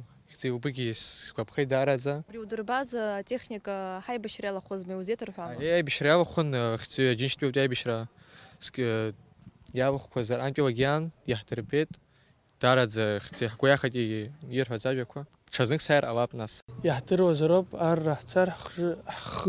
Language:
Abkhazian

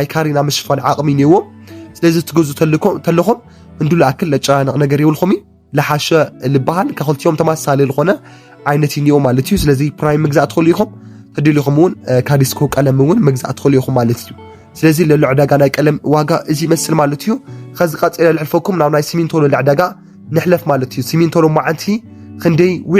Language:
Tigrinya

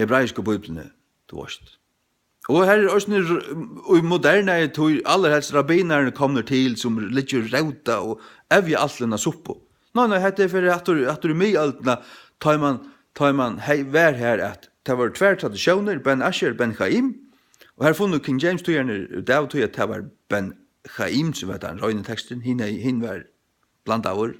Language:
Faroese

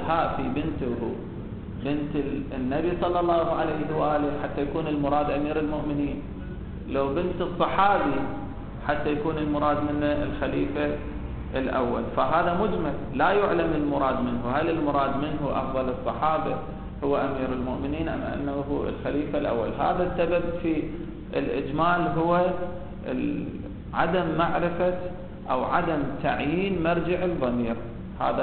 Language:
Arabic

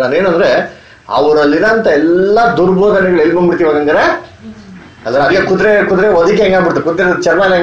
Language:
Kannada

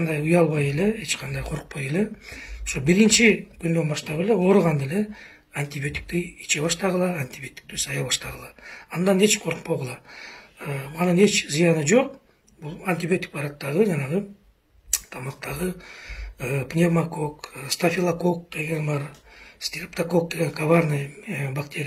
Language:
Kyrgyz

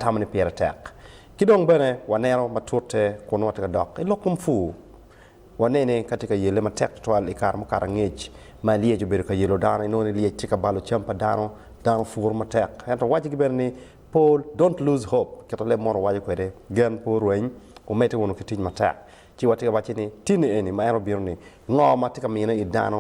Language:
Acoli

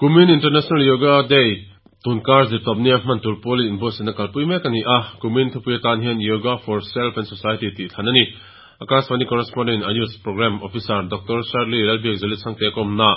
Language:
Mizo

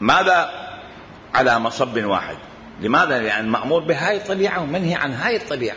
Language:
Mesopotamian Arabic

